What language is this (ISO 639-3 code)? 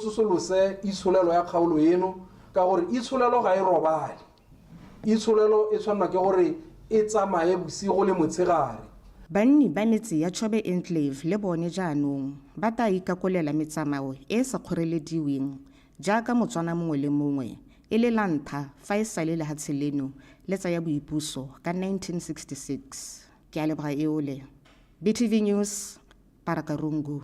tsn